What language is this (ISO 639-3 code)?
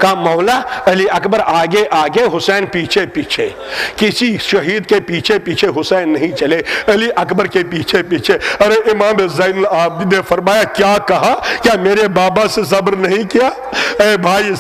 urd